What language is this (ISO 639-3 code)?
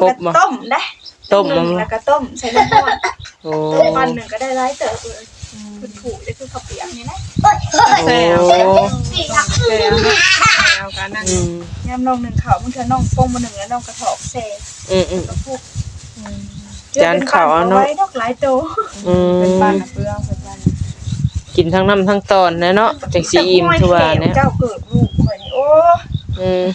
tts